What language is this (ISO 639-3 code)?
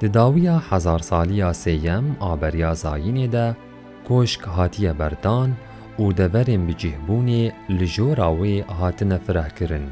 kur